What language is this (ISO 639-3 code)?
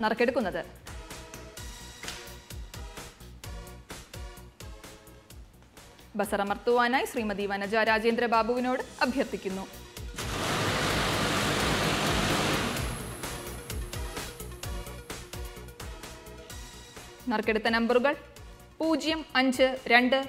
mal